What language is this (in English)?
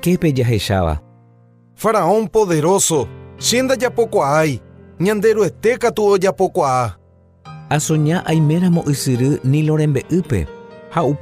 Guarani